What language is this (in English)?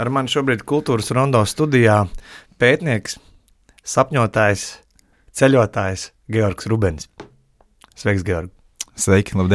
Latvian